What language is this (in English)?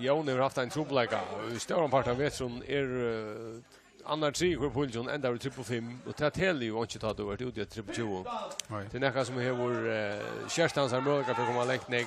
Faroese